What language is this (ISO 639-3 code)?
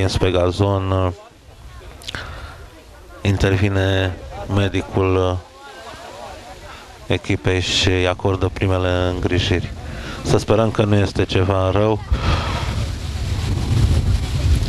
ron